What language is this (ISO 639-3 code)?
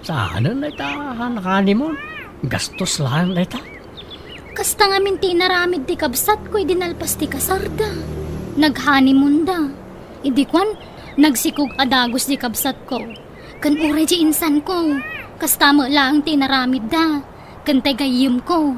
ilo